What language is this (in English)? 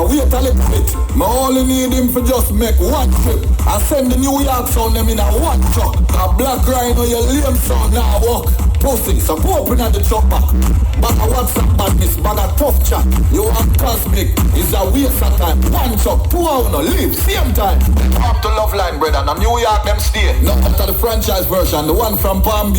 Jamaican Creole English